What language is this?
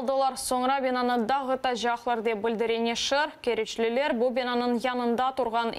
Crimean Tatar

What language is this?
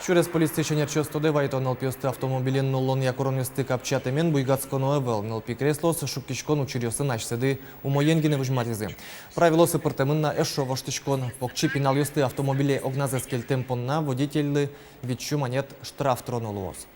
Udmurt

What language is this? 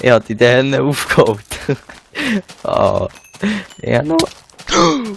Swiss German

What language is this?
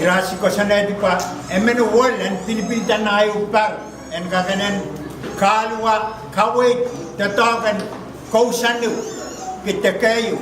Pohnpeian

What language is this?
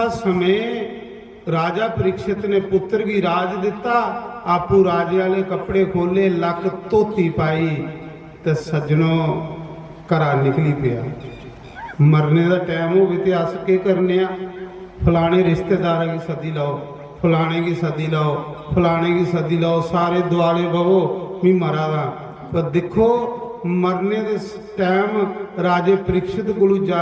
Dogri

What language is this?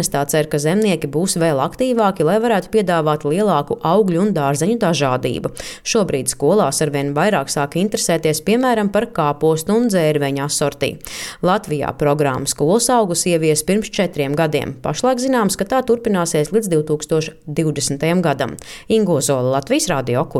Latvian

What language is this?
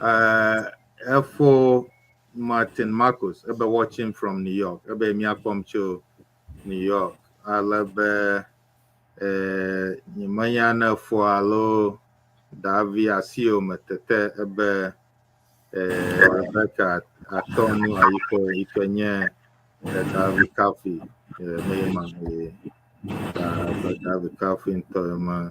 Ewe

